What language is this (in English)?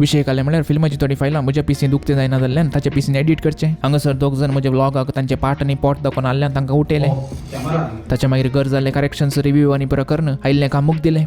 Konkani